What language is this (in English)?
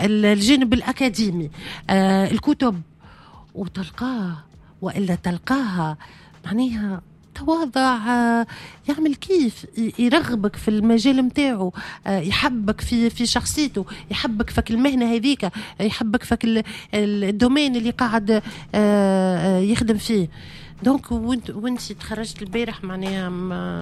Tunisian Arabic